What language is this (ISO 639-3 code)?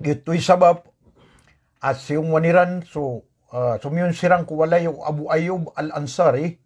mrw